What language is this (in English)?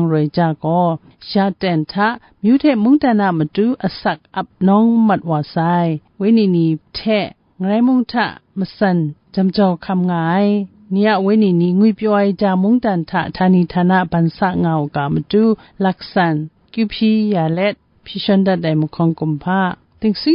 Kachin